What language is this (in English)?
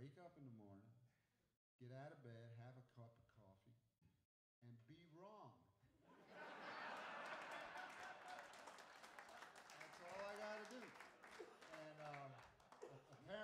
English